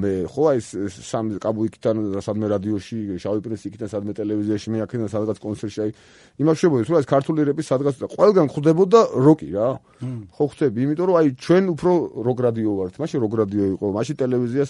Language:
Georgian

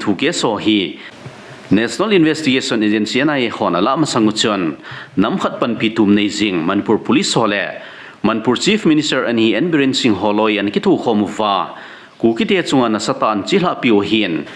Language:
Thado Chin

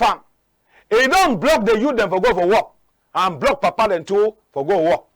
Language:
Cameroon Pidgin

